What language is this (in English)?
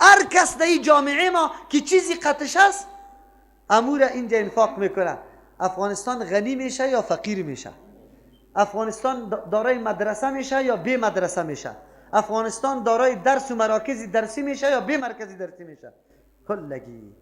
Persian